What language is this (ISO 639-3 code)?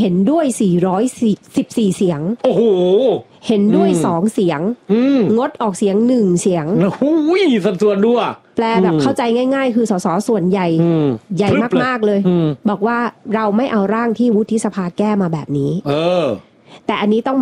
tha